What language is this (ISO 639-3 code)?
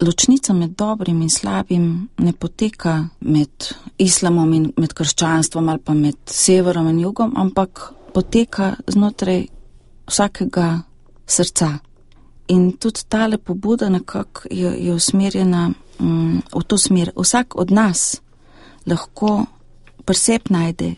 slv